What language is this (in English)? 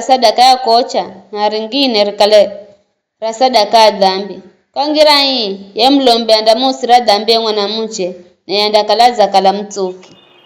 Giryama